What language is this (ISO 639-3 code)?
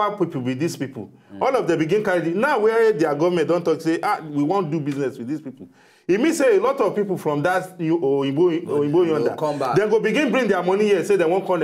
pcm